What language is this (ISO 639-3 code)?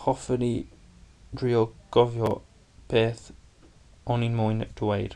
cym